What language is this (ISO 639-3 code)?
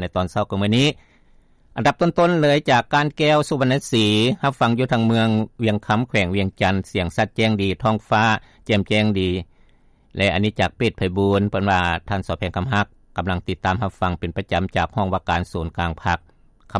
lao